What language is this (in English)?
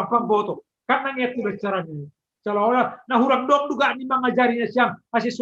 Batak Simalungun